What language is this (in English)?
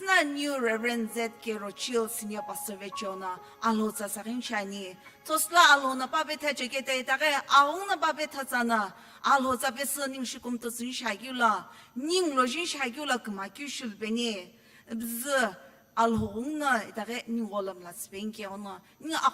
Sumi Naga